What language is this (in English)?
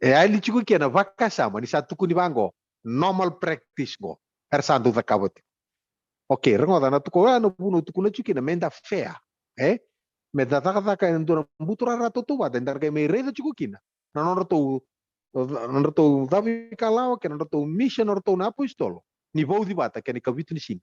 Fijian